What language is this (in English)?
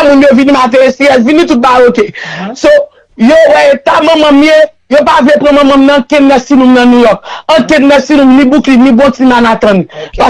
Haitian Creole